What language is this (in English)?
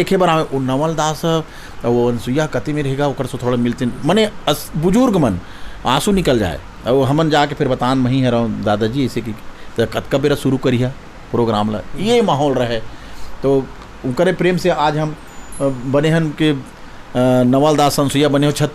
Chhattisgarhi